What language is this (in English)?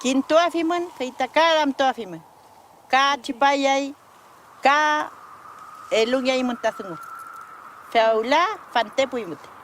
Mapuche